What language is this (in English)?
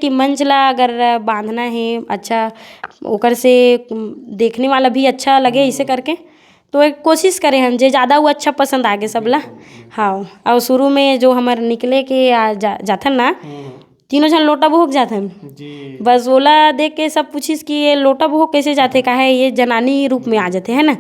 Chhattisgarhi